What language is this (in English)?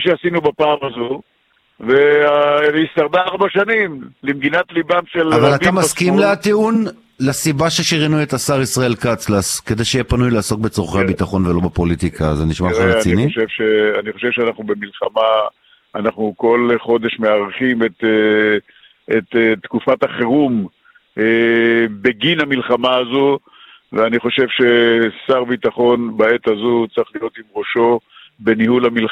Hebrew